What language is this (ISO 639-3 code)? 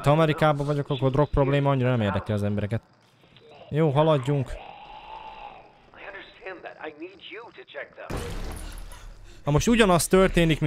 hun